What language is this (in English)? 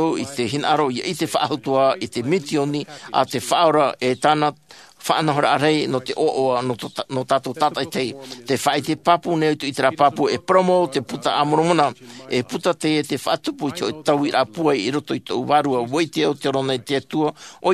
Tahitian